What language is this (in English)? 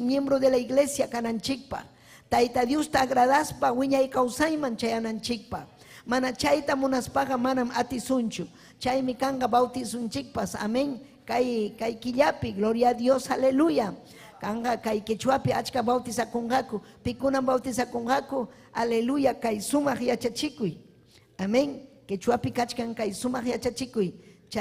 Ayacucho Quechua